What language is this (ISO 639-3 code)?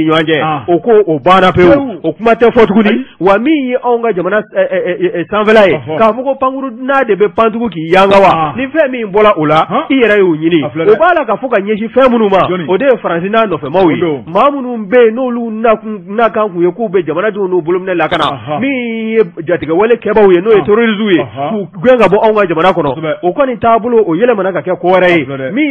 bam